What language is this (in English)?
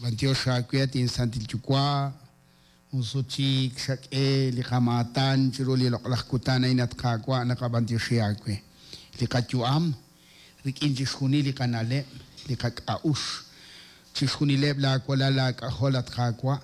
Kekchí